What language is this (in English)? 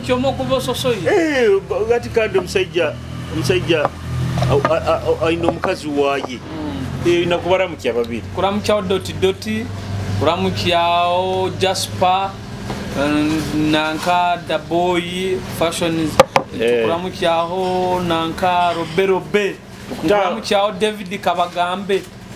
Nyoro